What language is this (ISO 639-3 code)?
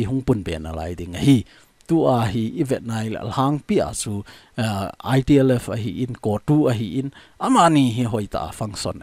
tcz